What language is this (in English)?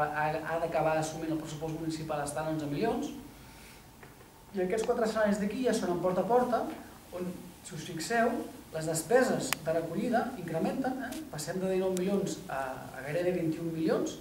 Catalan